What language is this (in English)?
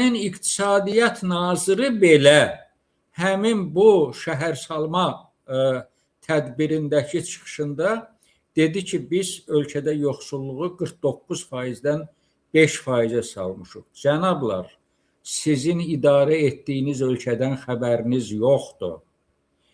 Azerbaijani